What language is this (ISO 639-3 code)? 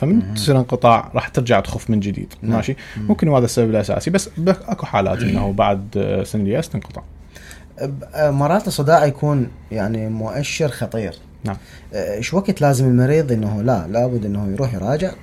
acm